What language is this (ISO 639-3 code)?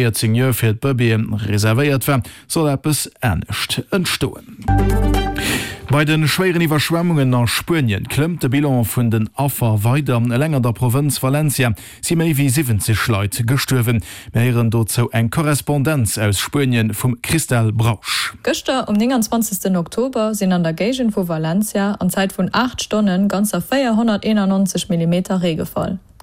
ltz